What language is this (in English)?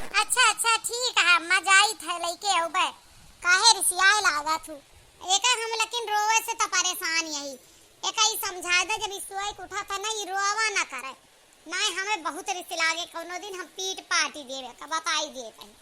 Awadhi